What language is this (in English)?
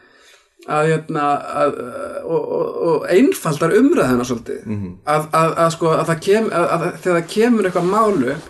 Icelandic